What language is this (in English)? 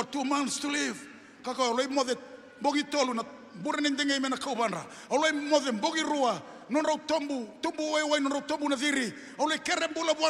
Fijian